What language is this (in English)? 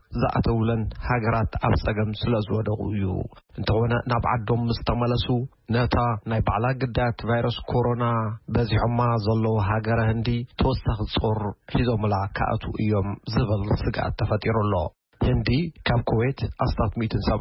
Tigrinya